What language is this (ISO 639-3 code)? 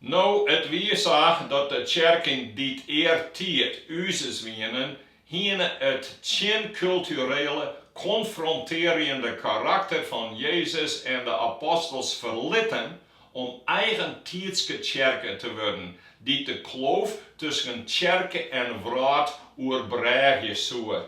fry